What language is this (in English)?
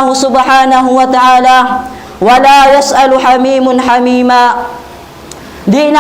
Tausug